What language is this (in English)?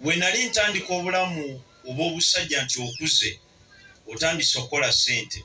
Ganda